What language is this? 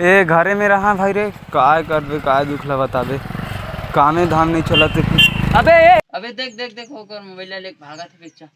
Chhattisgarhi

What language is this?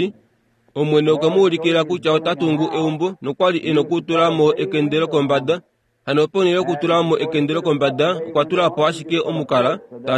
Kuanyama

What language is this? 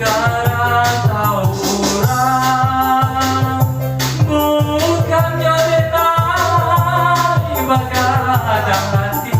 Minangkabau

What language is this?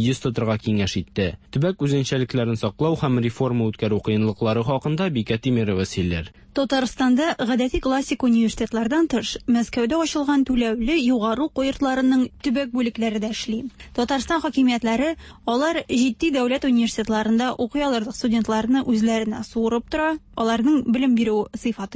Tatar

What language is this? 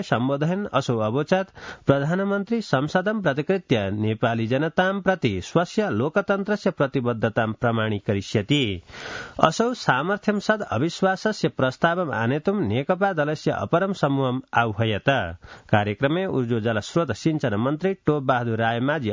Sanskrit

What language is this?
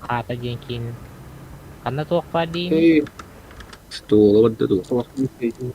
Yakut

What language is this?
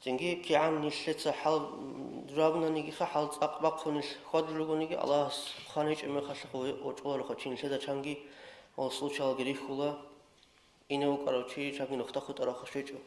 Avaric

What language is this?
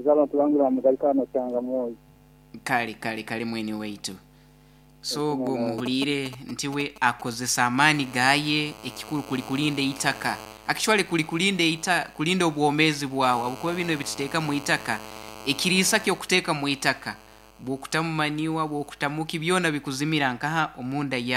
Nyoro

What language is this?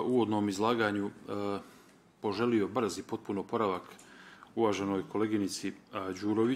Bosnian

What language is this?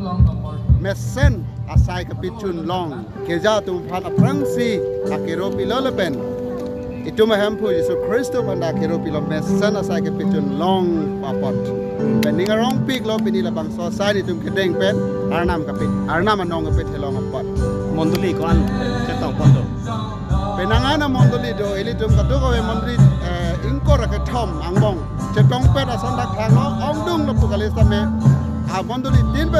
Karbi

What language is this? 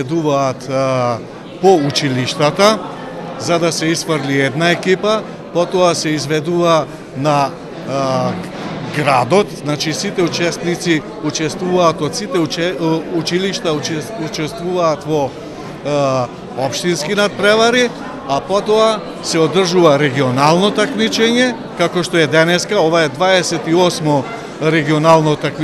Macedonian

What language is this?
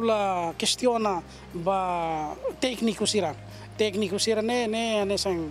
Tetum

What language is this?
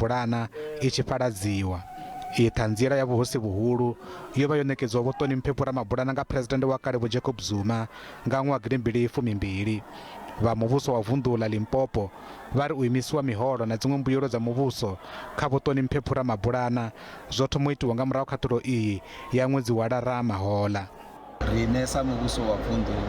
Venda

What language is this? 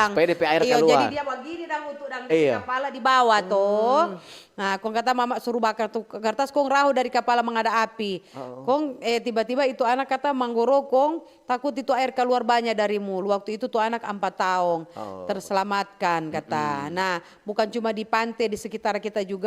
Manado Malay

